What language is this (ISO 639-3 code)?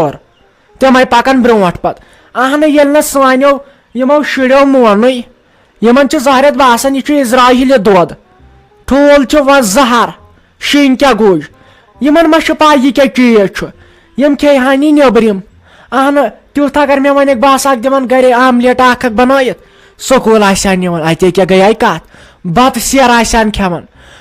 kas